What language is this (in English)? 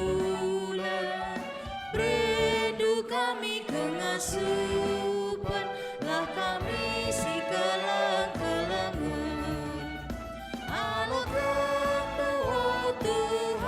Batak Karo